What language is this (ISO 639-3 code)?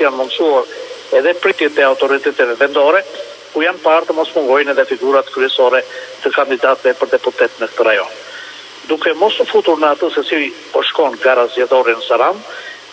sqi